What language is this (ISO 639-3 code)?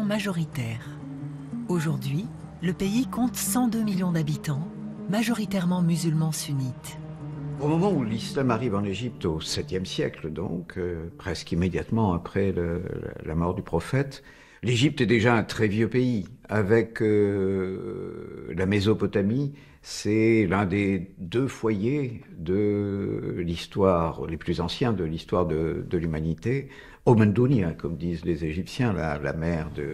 fra